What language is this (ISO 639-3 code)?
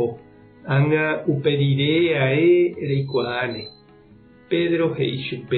grn